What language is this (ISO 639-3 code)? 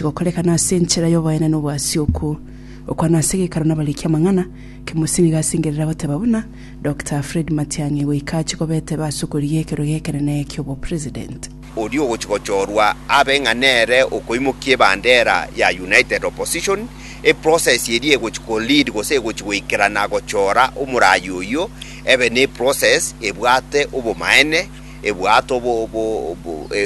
guz